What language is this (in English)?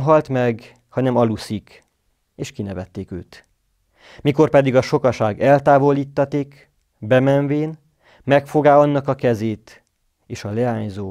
Hungarian